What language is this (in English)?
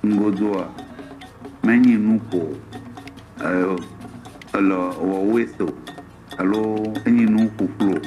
Ewe